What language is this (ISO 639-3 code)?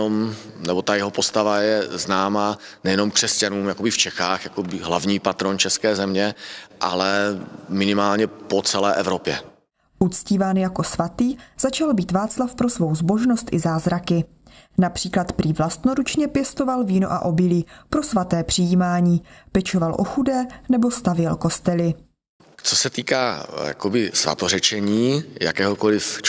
ces